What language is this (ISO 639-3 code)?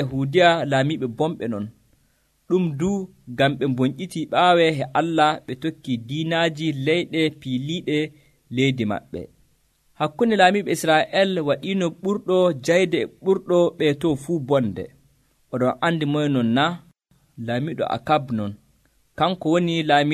fuv